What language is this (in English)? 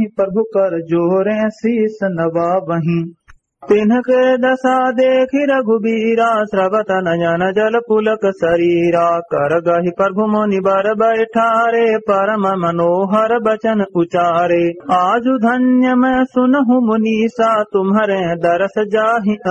Awadhi